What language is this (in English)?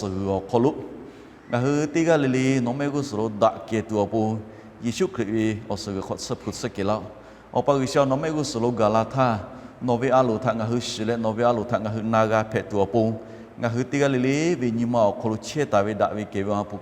Lahu